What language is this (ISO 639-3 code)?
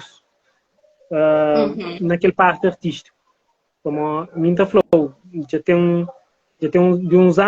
kea